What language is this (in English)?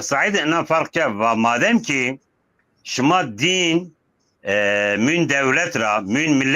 Zaza